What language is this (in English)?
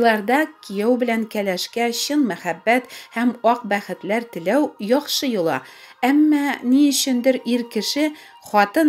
Tatar